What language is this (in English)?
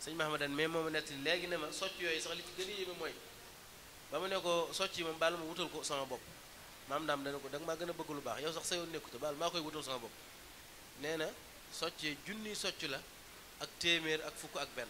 Wolof